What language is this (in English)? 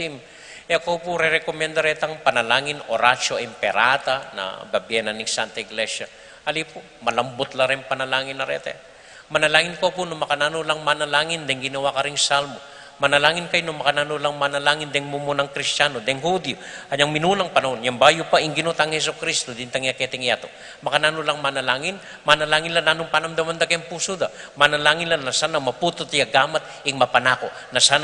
Pampanga